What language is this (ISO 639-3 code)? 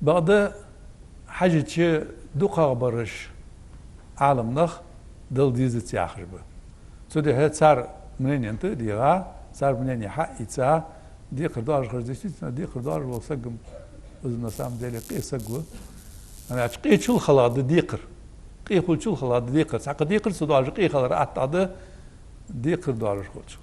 inh